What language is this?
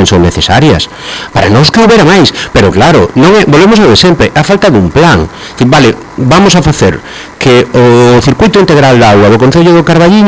Galician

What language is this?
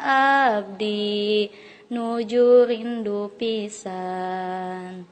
Sundanese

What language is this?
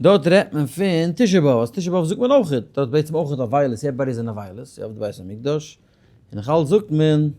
Yiddish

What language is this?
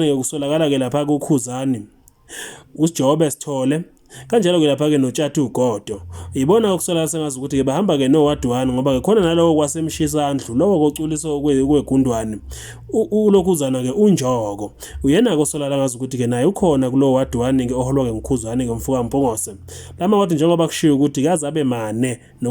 Zulu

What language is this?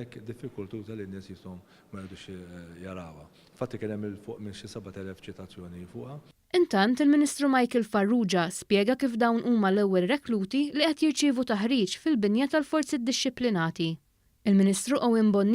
Maltese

